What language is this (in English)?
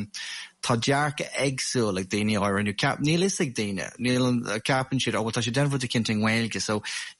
Irish